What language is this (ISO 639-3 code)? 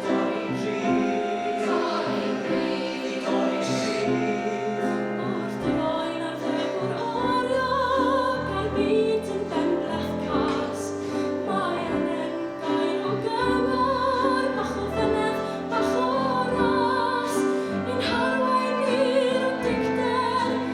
cym